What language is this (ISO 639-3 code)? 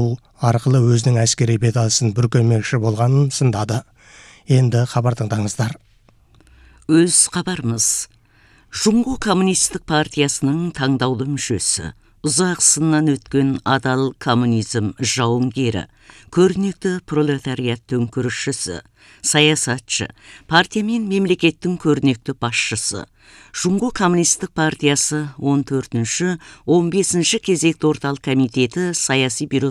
kaz